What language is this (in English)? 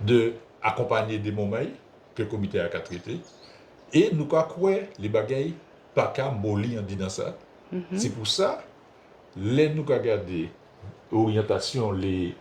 Guadeloupean Creole French